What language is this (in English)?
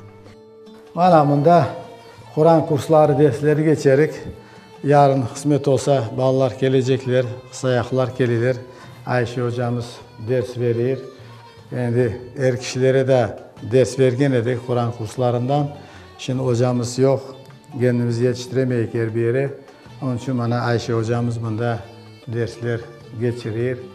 Crimean Tatar